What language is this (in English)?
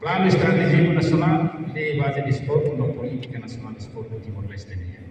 Tetum